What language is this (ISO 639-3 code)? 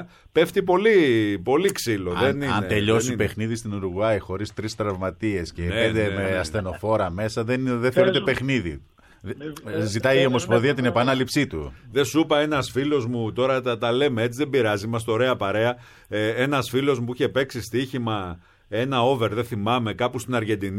ell